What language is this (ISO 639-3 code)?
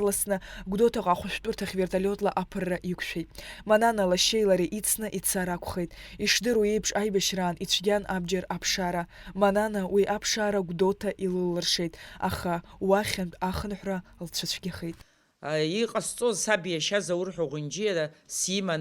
abk